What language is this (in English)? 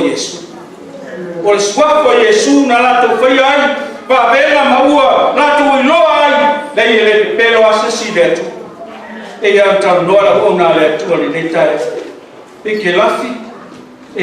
Samoan